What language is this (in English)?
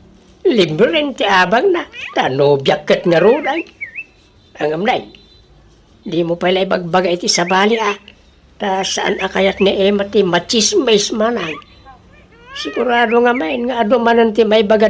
Iloko